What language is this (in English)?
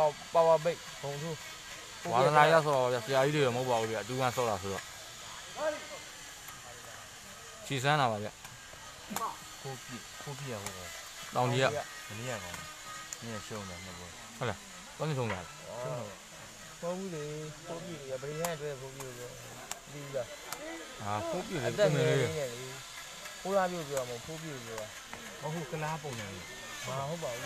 Burmese